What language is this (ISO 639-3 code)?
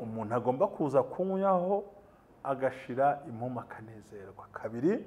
kin